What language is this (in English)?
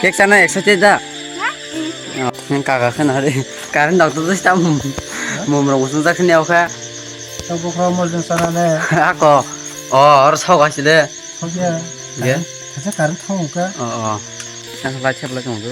Kok Borok